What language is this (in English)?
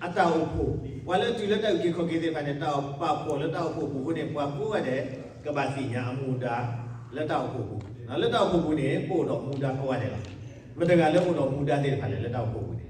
S'gaw Karen